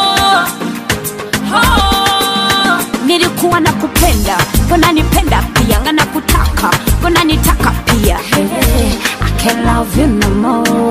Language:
Swahili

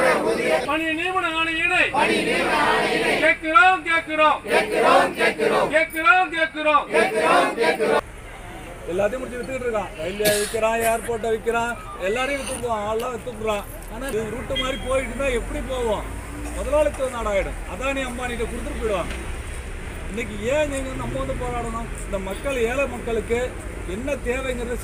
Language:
Tamil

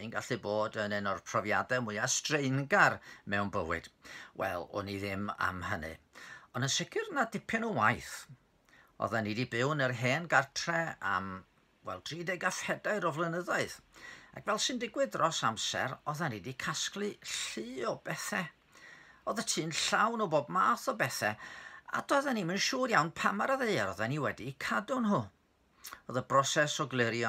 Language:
Welsh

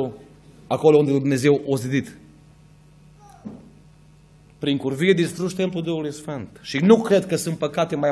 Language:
Romanian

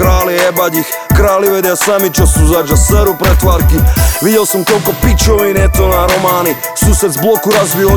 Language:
Slovak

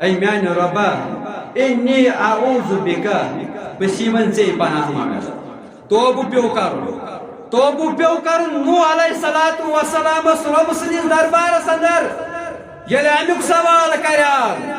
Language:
Kashmiri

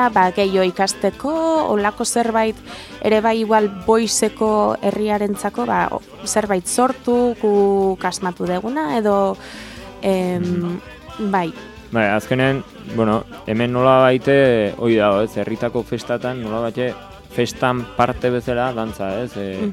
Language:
Basque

